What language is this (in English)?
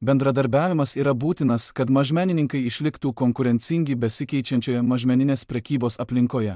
Lithuanian